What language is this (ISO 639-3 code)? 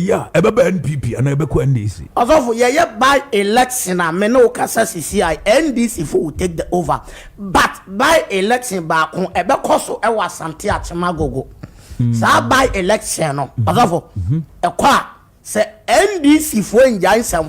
aka